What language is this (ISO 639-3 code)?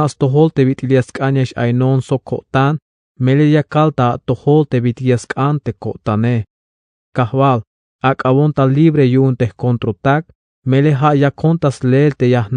tzh